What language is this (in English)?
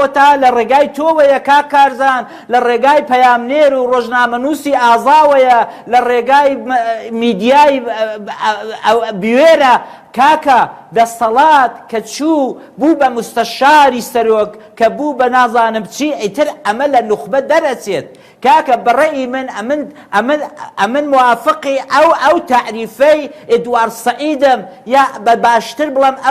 Central Kurdish